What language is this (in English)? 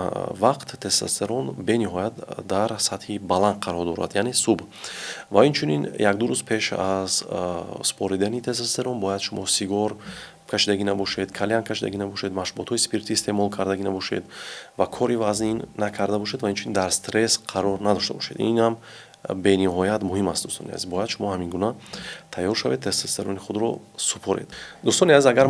Tajik